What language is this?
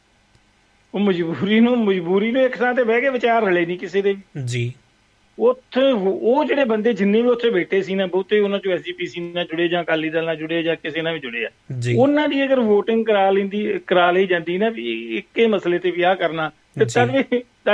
Punjabi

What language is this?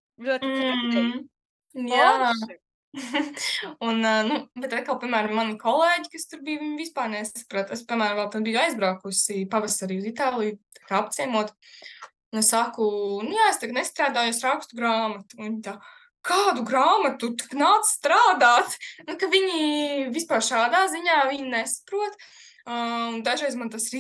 Latvian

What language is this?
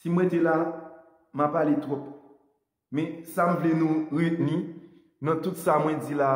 Haitian Creole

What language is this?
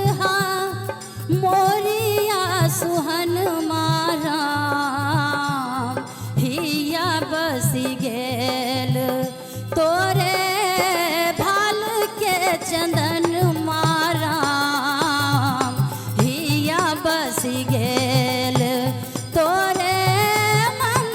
Maithili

